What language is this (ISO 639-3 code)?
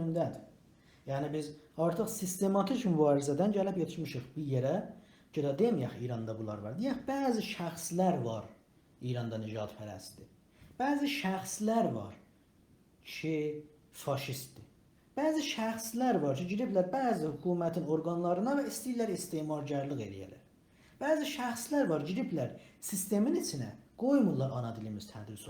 azb